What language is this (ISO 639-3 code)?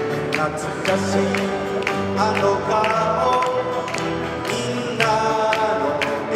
jpn